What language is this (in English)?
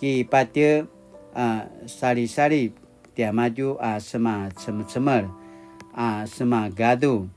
Paiwan